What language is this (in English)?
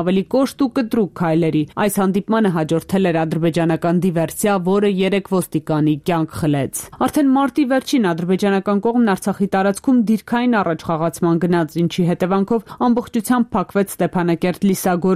Armenian